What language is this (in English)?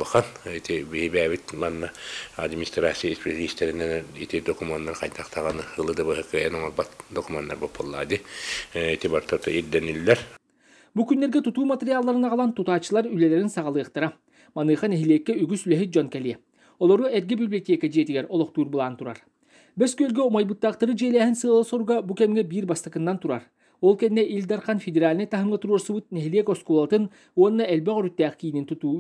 Yakut